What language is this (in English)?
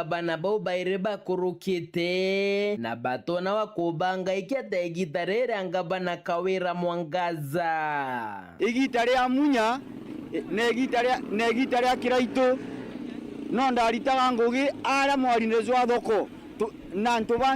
Meru